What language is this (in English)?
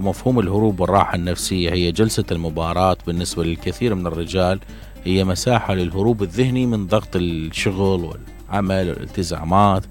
Mesopotamian Arabic